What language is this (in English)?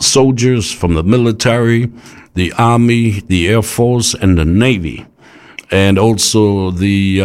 Samoan